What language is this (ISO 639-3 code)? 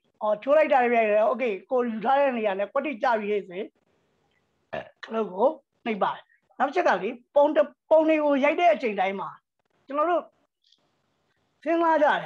mya